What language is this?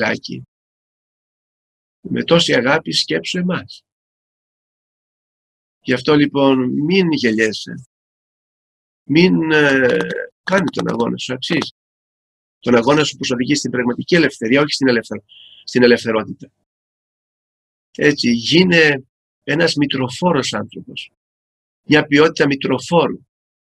Greek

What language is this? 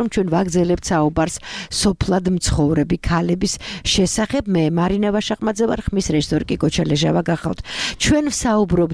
Georgian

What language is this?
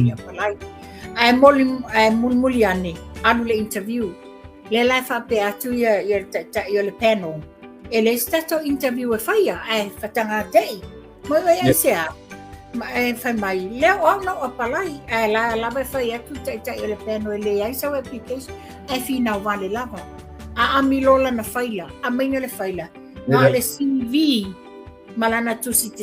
Samoan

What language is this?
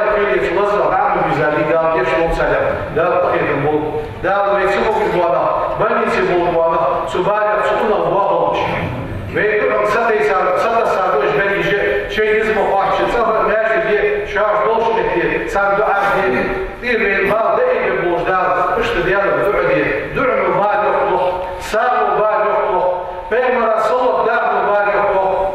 Ingush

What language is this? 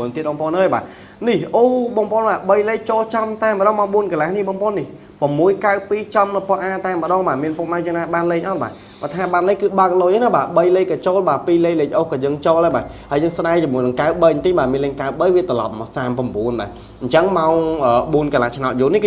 Khmer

